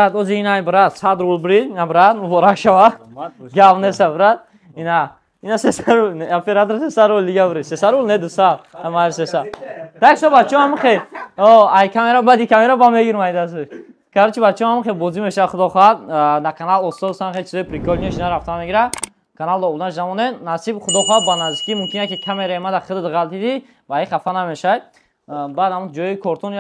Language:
Tajik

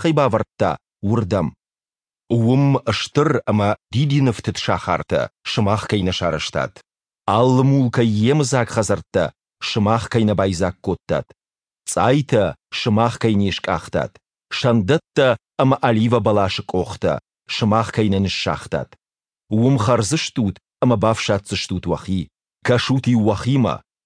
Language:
Ossetic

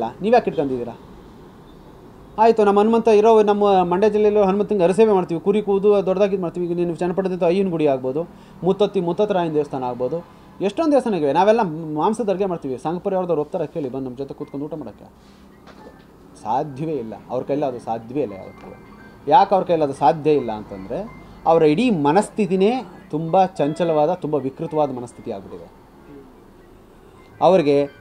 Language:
Kannada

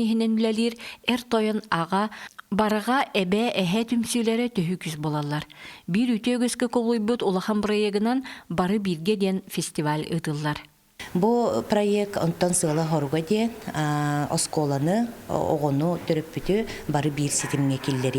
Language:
Yakut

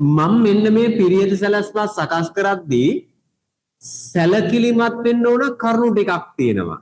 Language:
Sinhala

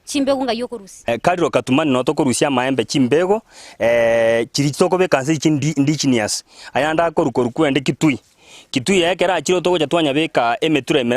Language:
Gusii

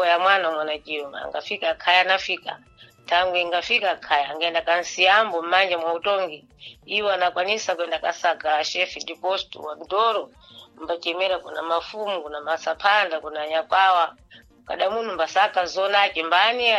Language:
Sena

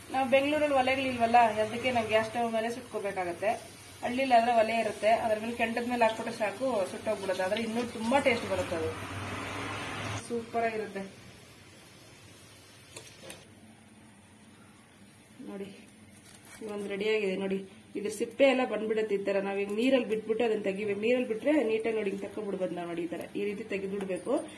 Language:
Kannada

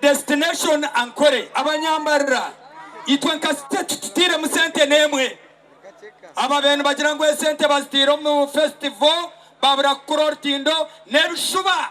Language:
Nyankole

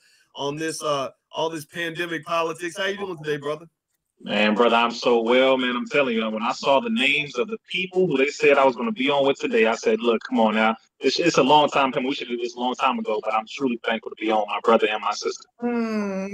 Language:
English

